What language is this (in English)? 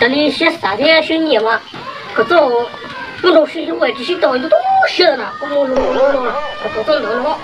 Hmong